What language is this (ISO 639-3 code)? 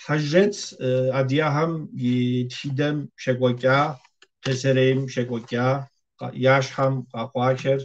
kbd